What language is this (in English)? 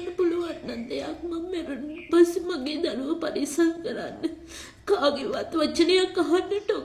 Sinhala